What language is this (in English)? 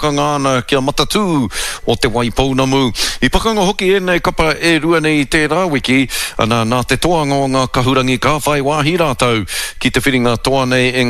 Māori